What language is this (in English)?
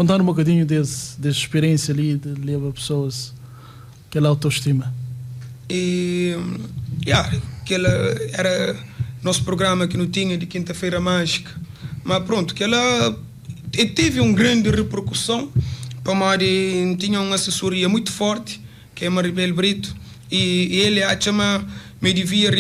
Kabuverdianu